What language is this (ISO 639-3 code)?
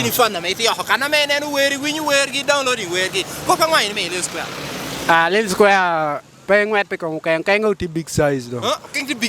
laj